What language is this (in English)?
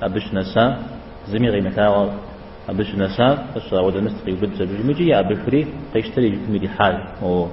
Kabardian